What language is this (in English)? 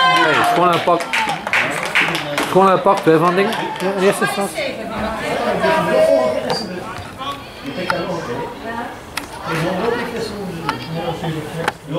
Dutch